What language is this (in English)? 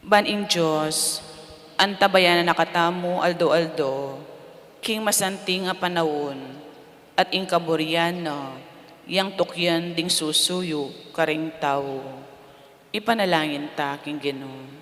Pampanga